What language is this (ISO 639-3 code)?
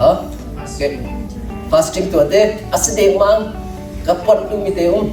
cnh